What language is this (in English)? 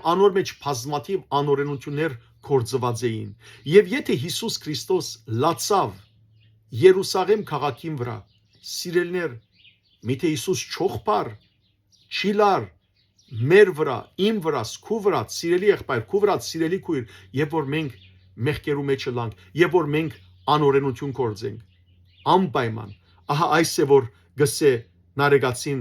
Western Armenian